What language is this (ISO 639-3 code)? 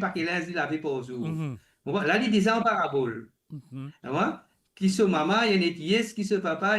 mfe